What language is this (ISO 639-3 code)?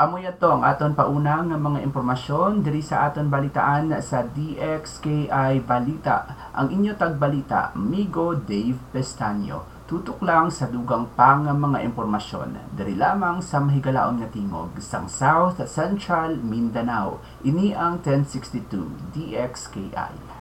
hil